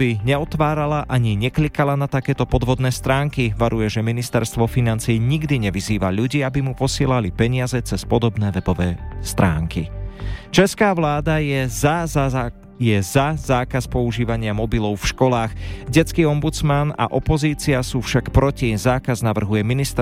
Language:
Slovak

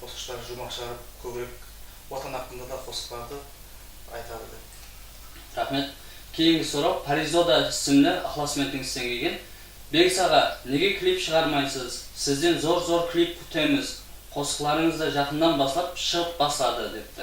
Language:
Kara-Kalpak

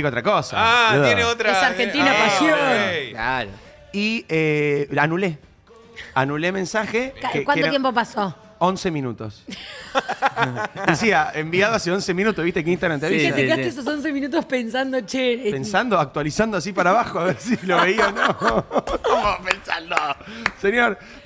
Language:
Spanish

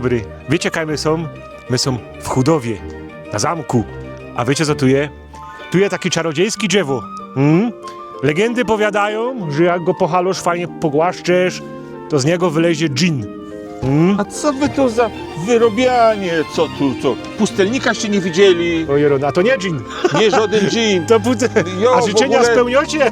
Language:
Silesian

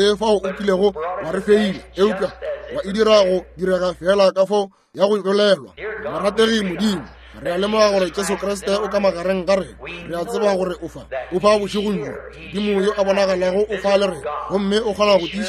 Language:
Northern Sotho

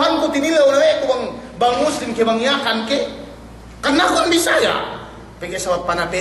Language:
Yakan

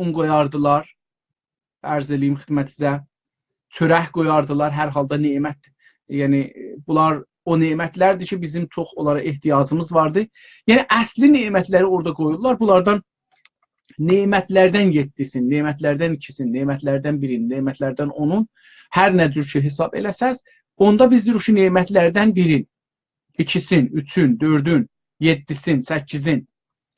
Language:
South Azerbaijani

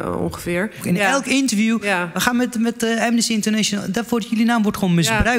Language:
Dutch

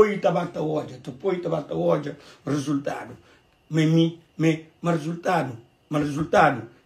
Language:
Kabuverdianu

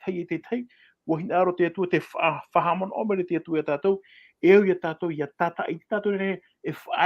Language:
Tahitian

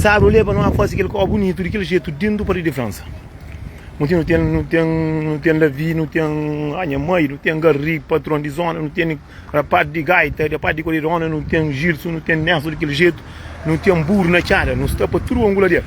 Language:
Kabuverdianu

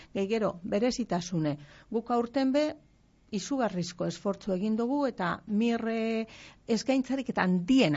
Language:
Basque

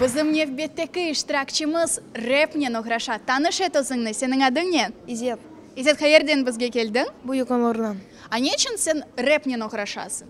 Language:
Crimean Tatar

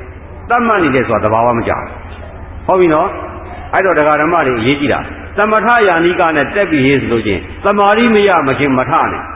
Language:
Burmese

